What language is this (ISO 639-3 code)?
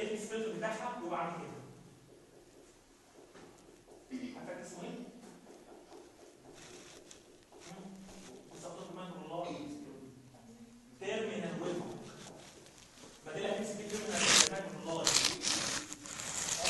arz